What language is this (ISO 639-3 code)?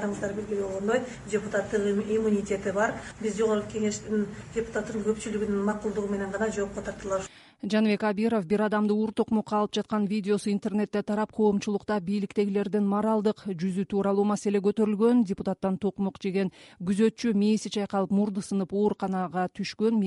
kir